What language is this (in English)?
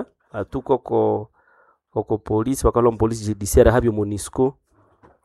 Nande